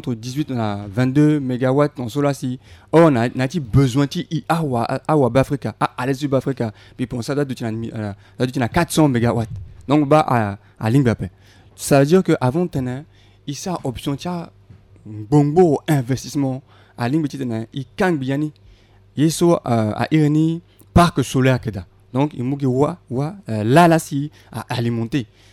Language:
Sango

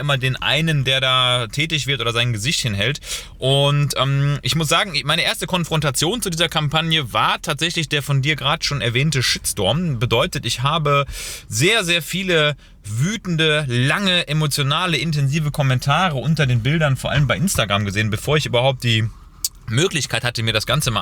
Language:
German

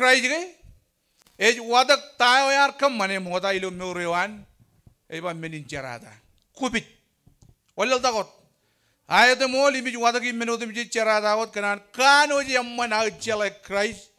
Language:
Marshallese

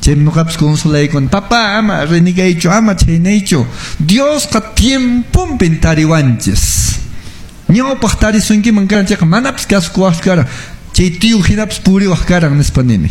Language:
Quechua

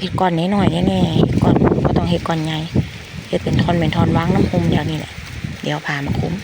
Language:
Lao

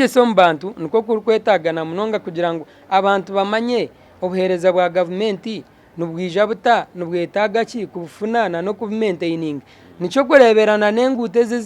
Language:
Nyankole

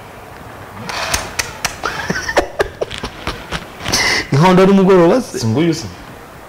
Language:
Kinyarwanda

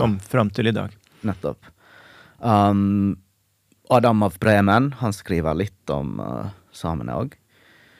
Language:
Norwegian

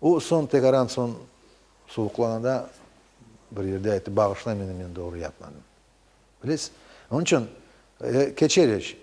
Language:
Crimean Tatar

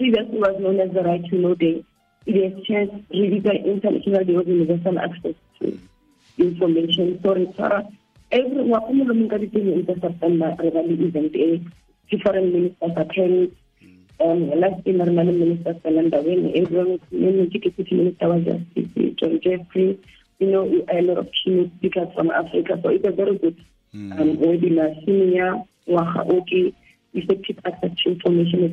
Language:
Tswana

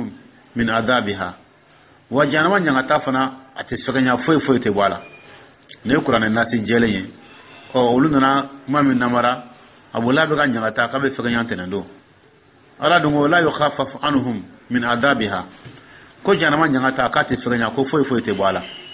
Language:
Dyula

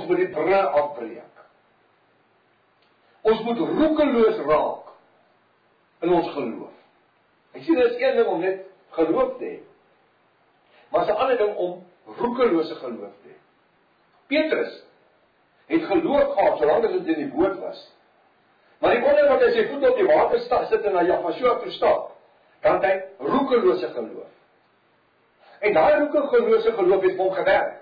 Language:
Afrikaans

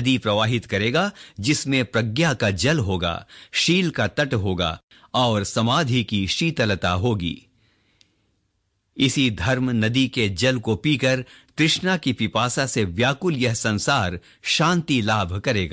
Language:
Hindi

